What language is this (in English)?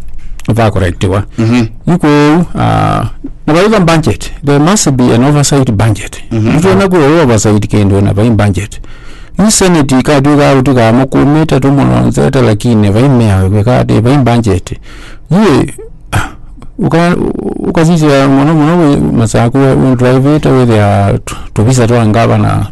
Kamba